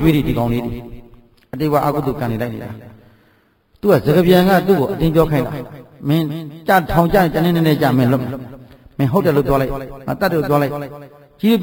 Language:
Burmese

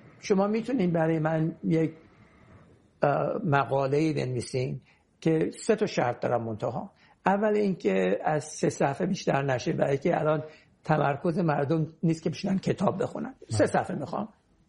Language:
Persian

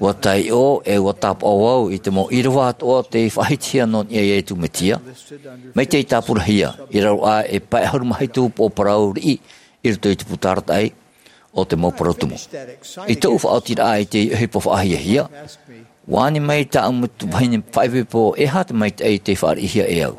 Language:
Tahitian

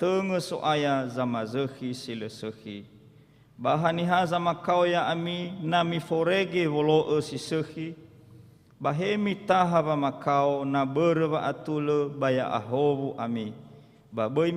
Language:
Nias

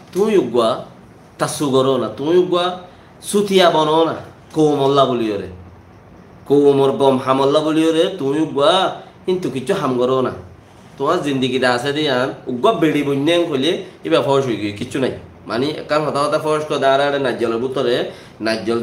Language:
Rohingya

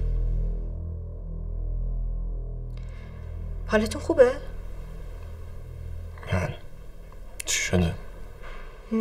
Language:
Persian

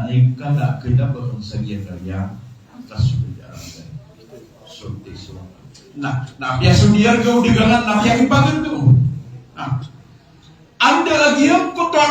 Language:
Maranao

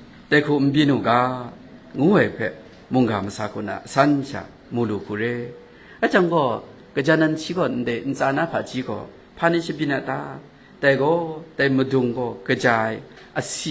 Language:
Kachin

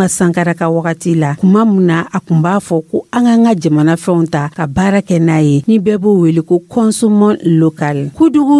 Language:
Dyula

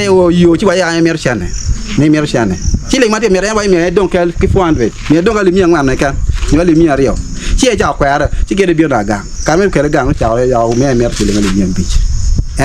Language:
Acoli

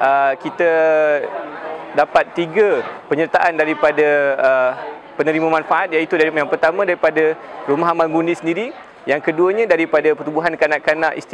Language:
Malay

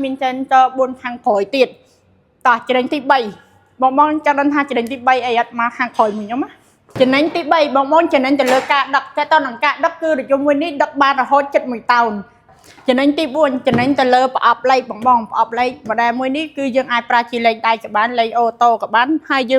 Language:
Khmer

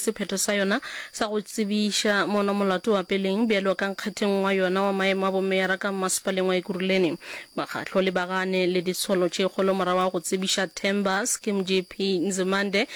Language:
Northern Sotho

